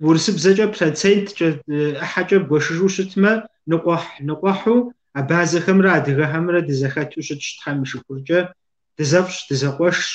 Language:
Kabardian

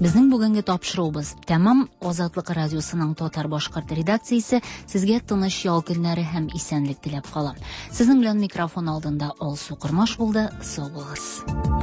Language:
Tatar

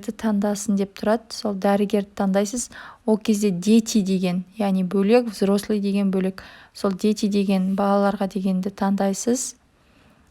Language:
Kazakh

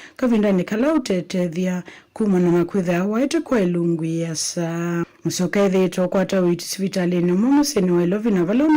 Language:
Kamba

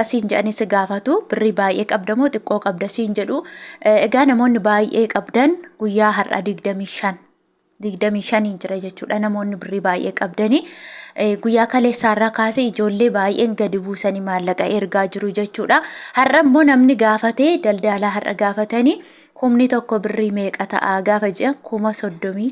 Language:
Oromo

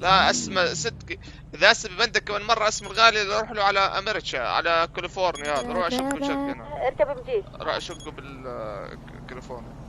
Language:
North Levantine Arabic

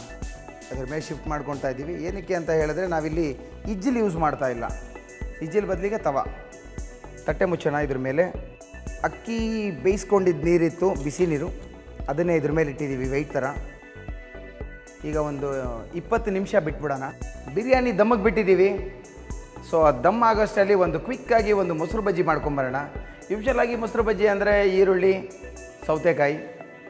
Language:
Kannada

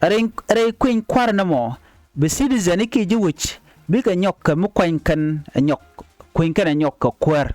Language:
Nuer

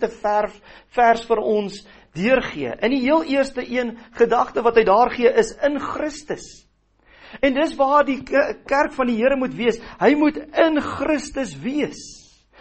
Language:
Afrikaans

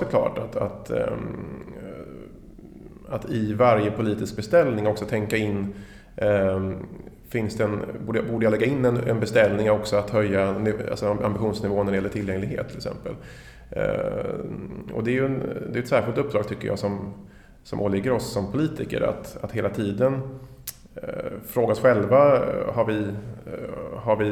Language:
Swedish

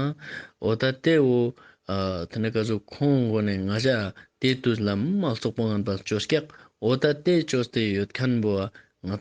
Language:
Ladakhi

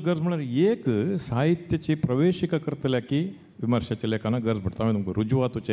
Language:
Konkani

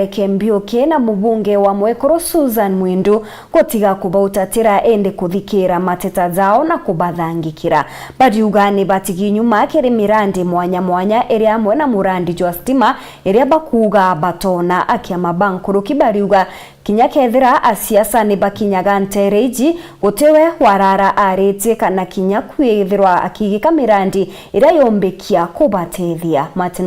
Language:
Meru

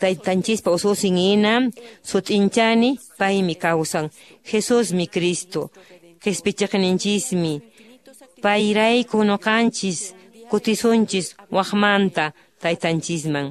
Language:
Quechua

